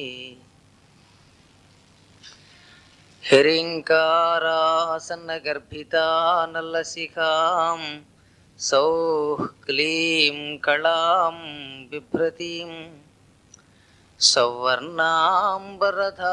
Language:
Telugu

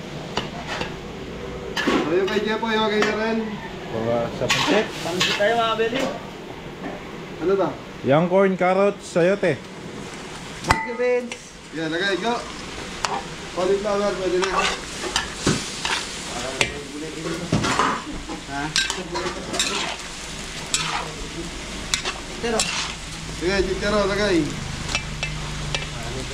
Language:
Filipino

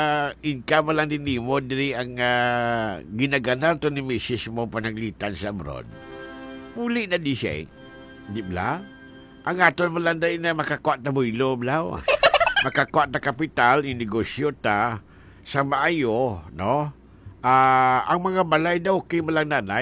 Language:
Hiligaynon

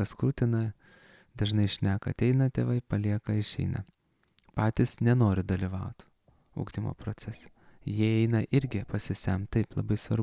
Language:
Lithuanian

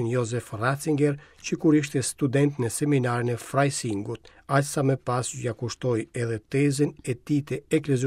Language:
Albanian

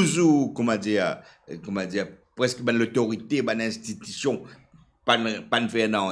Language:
Morisyen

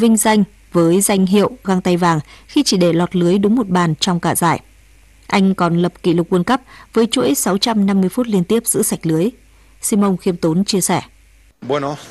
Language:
Vietnamese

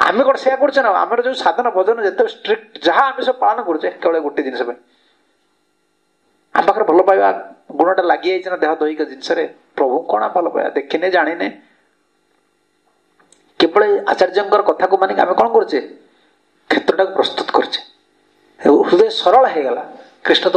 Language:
Odia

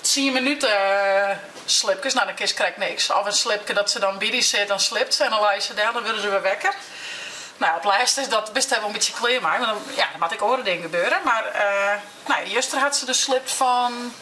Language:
Western Frisian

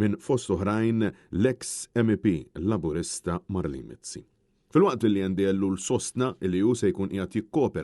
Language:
Maltese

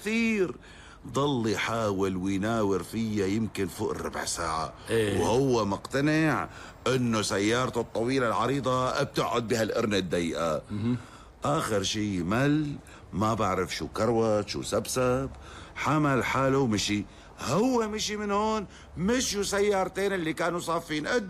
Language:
North Levantine Arabic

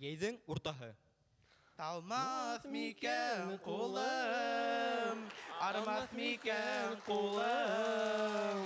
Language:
Bashkir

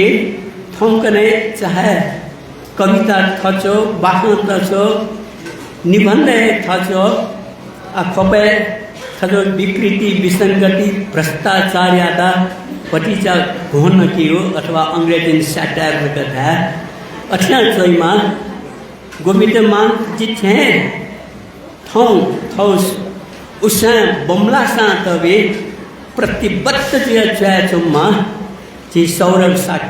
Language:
Newari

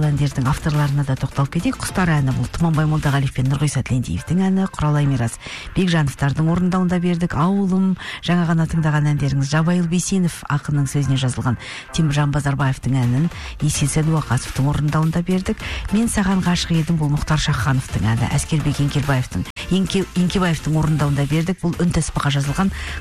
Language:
Kazakh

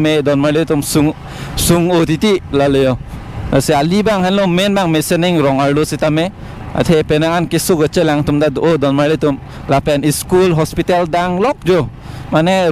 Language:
Karbi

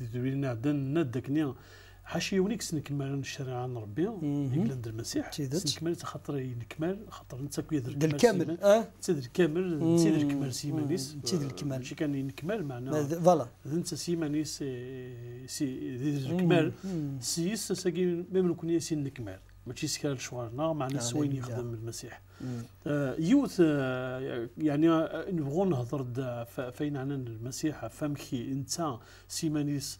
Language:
Kabyle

